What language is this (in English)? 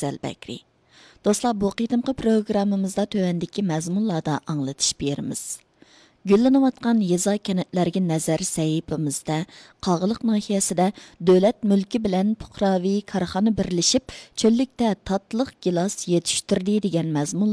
Uyghur